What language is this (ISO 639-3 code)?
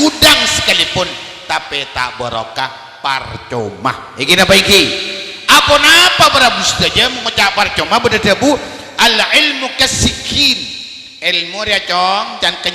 mad